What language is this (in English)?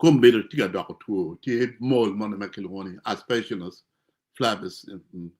Acoli